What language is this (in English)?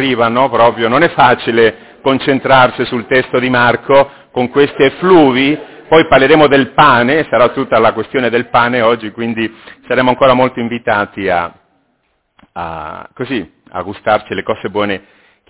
Italian